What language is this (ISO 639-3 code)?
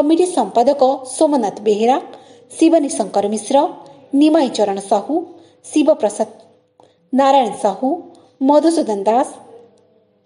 ori